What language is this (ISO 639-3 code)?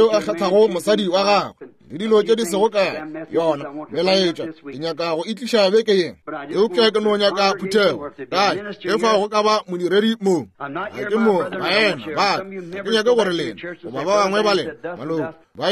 nso